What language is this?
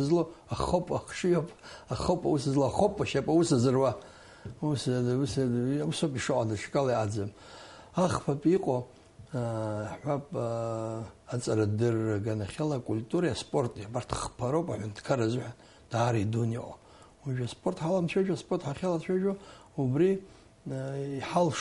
Abkhazian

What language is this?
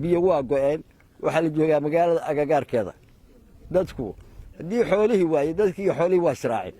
Somali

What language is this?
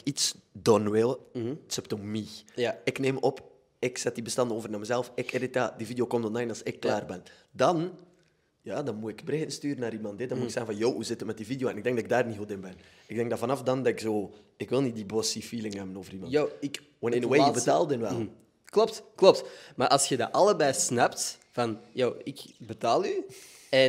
Dutch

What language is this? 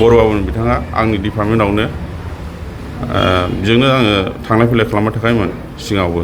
Bodo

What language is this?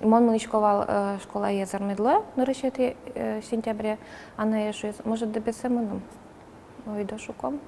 Udmurt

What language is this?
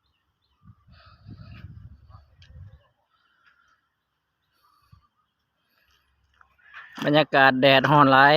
Lao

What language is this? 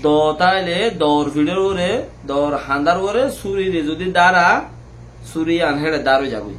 Rohingya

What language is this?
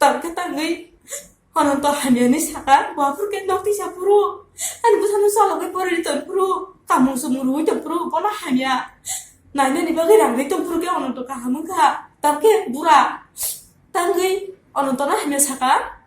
Kok Borok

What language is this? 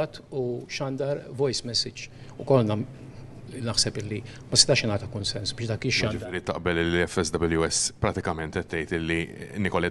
Maltese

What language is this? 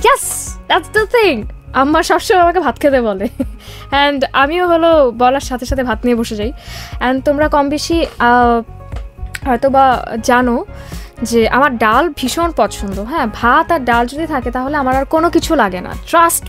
Bangla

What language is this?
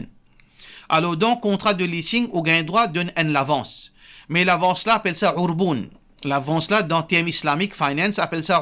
Morisyen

